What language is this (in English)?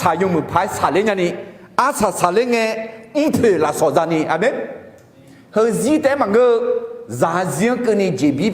Akha